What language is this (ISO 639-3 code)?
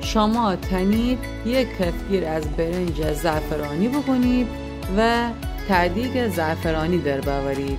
glk